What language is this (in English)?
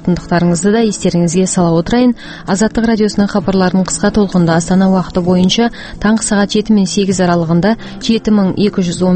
Kazakh